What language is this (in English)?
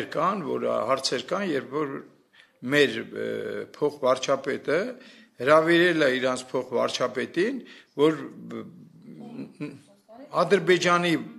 Armenian